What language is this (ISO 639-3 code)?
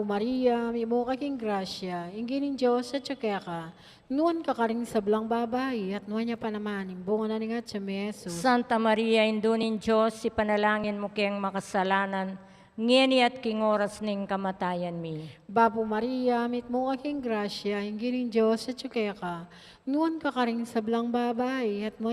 pam